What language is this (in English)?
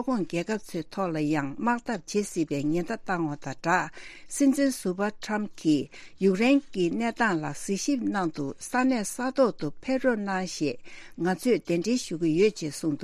Tibetan